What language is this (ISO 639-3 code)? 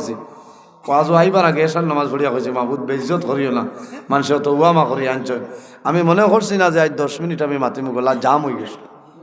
syl